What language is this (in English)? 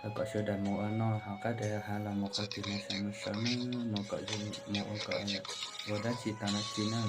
Hmong